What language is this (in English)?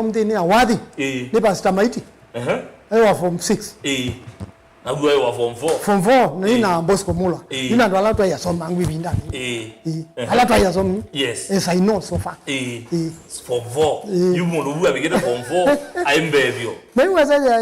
Kamba